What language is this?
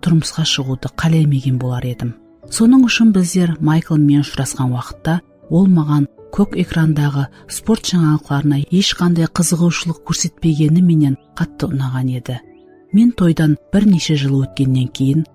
Kara-Kalpak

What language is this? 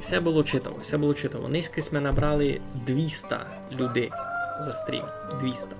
Rusyn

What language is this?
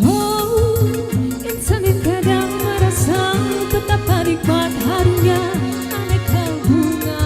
Musi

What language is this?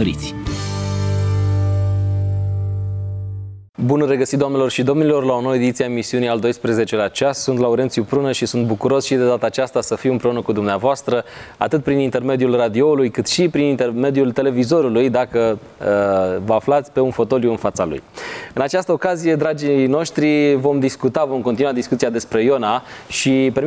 Romanian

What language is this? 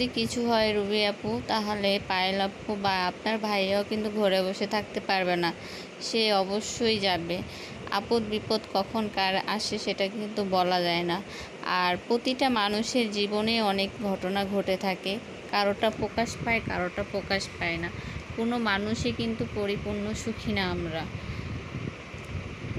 Bangla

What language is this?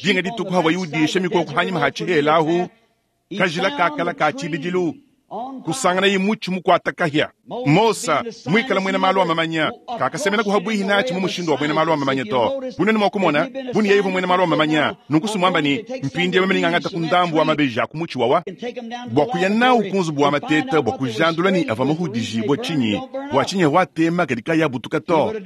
Luba-Lulua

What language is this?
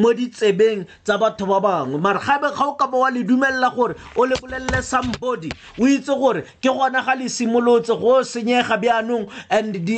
Tswana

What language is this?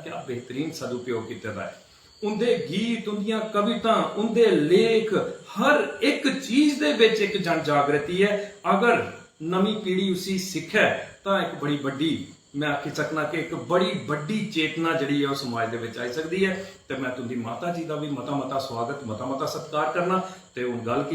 Dogri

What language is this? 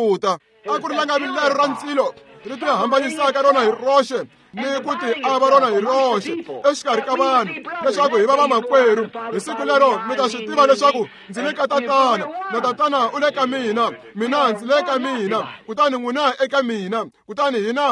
Tsonga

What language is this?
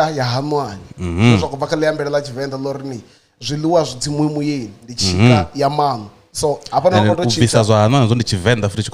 Venda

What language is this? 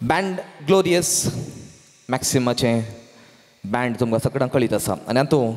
Konkani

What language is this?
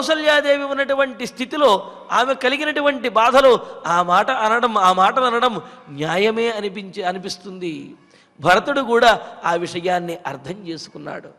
Telugu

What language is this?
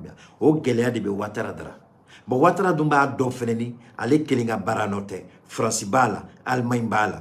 Bambara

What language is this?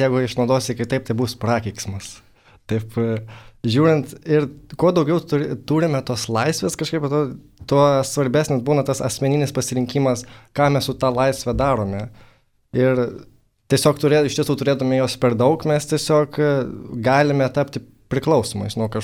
Lithuanian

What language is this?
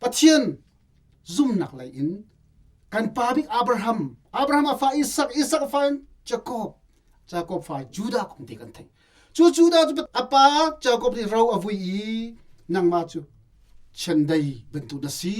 Hakha Chin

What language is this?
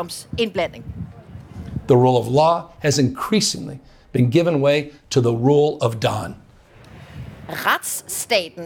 Danish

